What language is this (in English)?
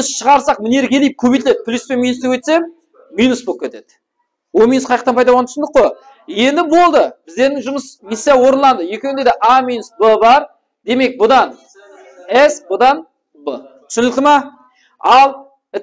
Kara-Kalpak